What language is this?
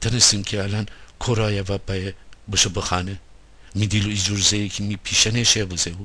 Gilaki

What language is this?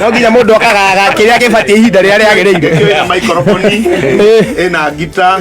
Kikuyu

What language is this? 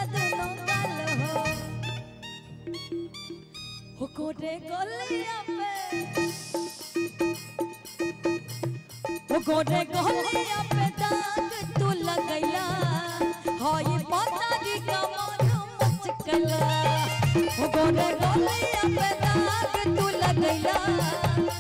Bhojpuri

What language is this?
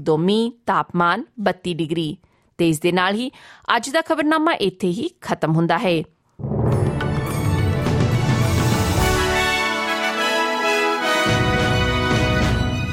Punjabi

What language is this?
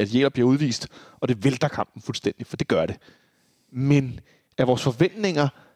Danish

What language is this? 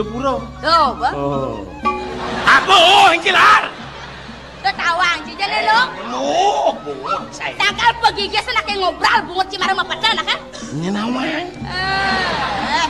Balinese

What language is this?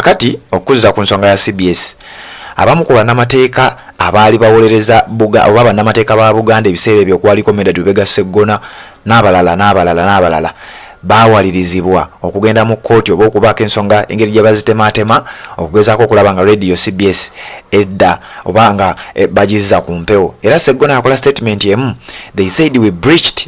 Ganda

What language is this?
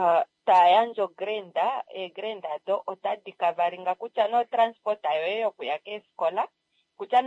Kuanyama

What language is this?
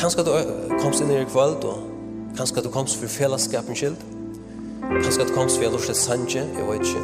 Faroese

